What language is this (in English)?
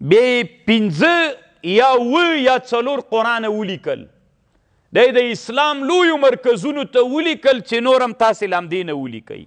Pashto